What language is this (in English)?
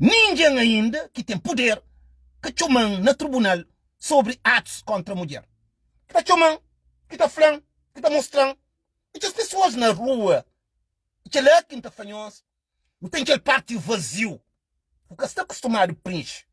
Kabuverdianu